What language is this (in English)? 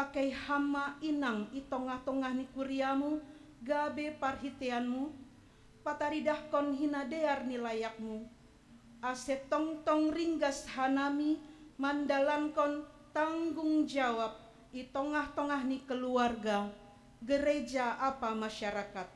Batak Simalungun